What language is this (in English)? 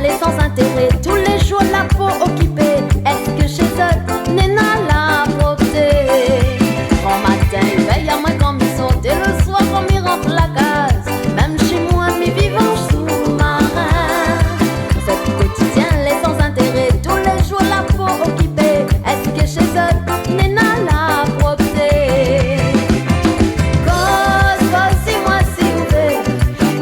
Réunion Creole French